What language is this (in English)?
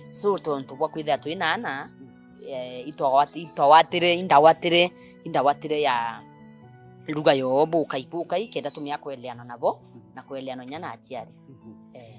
Meru